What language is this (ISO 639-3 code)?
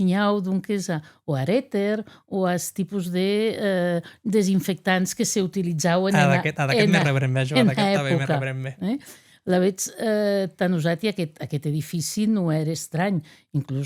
oci